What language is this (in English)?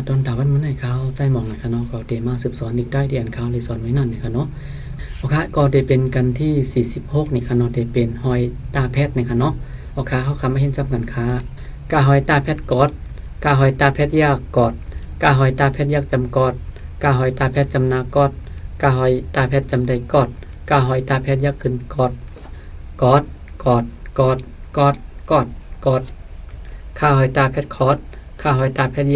Shan